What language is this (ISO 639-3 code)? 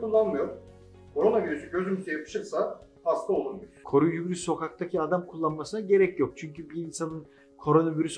tur